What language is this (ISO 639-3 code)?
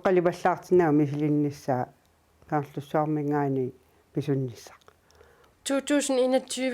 kal